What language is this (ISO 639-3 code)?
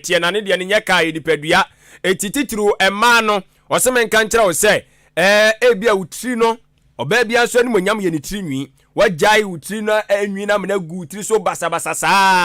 aka